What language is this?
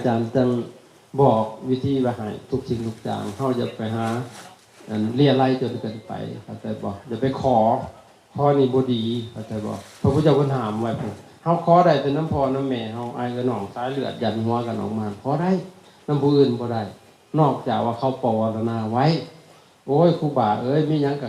Lao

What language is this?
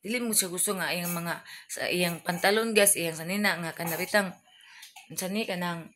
Cebuano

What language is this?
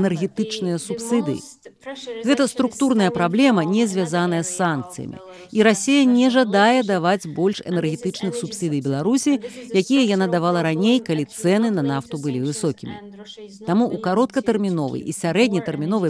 Belarusian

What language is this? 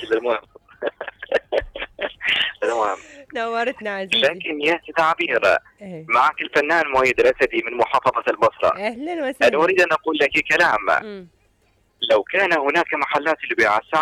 Mesopotamian Arabic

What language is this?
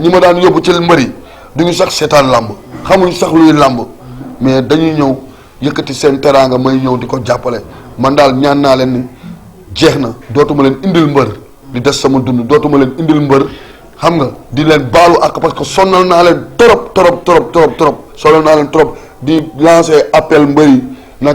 Wolof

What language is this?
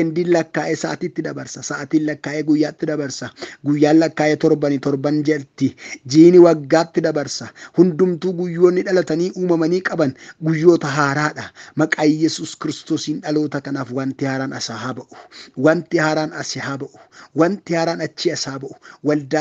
Oromo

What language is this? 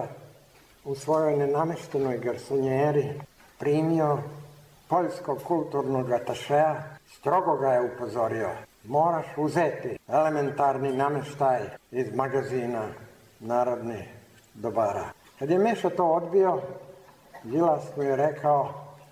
Serbian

